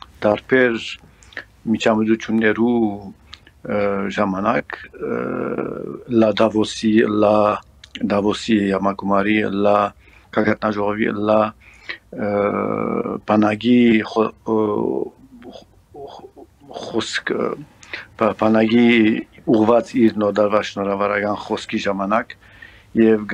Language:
Armenian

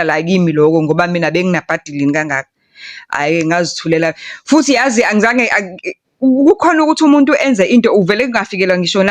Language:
Zulu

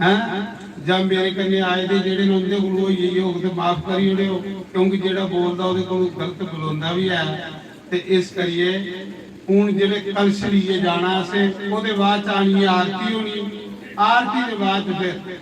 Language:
Dogri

